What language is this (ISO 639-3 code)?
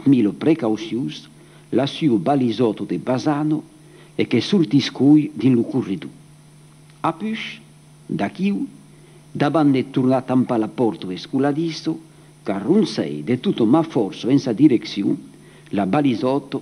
oci